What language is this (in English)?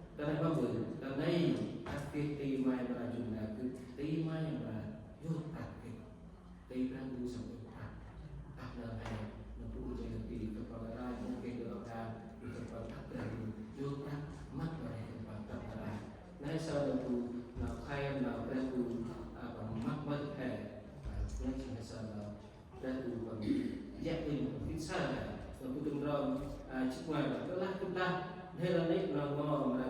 Central Mnong